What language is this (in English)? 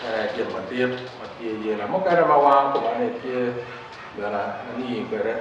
Acoli